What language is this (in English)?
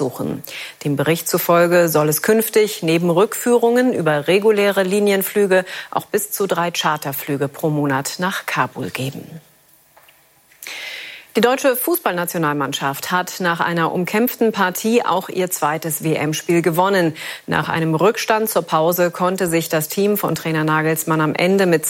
German